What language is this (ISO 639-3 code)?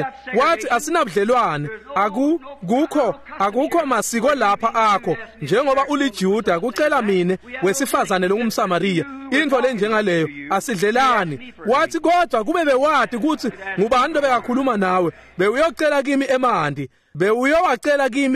ssw